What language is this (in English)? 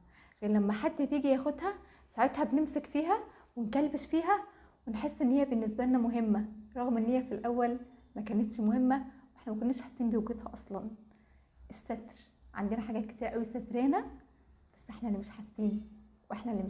Egyptian Arabic